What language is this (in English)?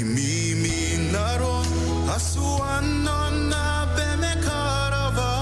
Gilbertese